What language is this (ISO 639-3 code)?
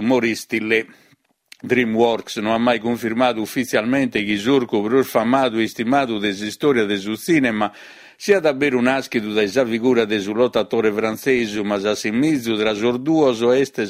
srd